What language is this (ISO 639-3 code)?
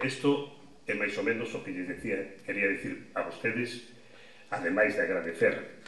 glg